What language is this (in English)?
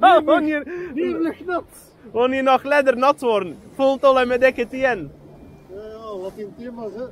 Dutch